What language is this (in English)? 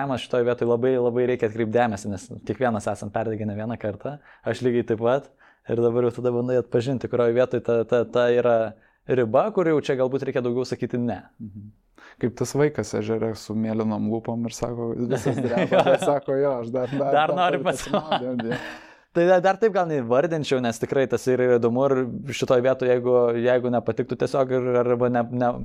Lithuanian